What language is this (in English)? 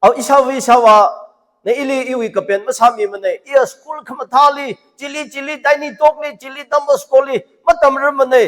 Tangkhul Naga (India)